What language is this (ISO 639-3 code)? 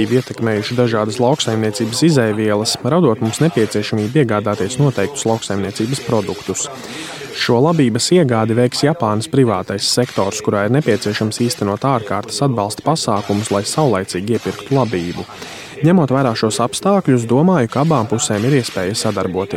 lav